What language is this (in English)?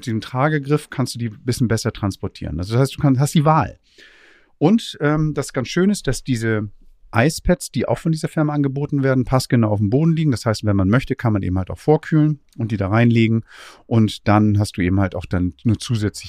German